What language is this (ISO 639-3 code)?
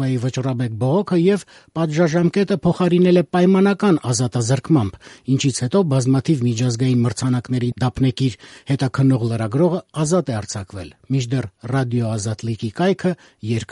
hye